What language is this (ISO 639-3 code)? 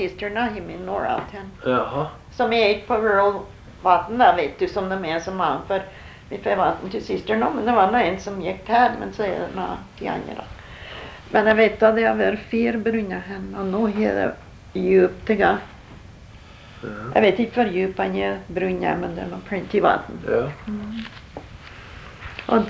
nor